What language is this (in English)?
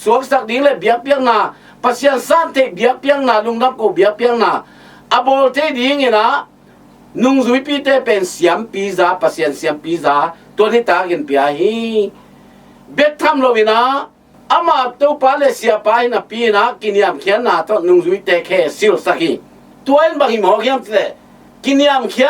Tedim Chin